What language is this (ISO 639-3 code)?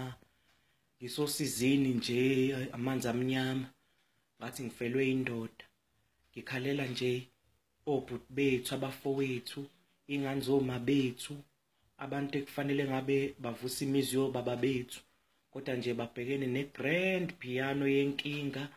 zul